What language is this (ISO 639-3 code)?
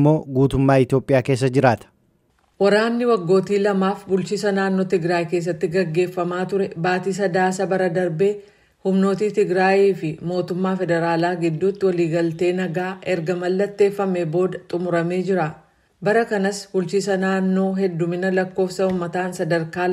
orm